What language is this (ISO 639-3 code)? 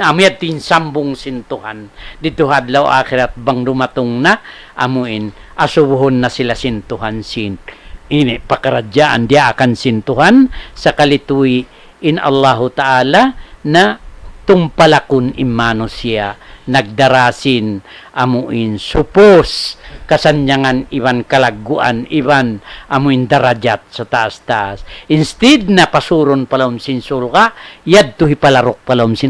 tsg